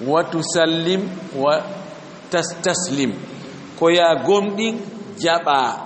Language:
Fula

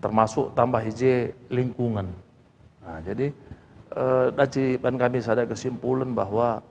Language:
Batak Karo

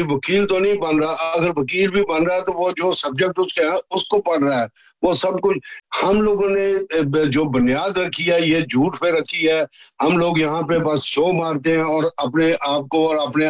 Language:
Urdu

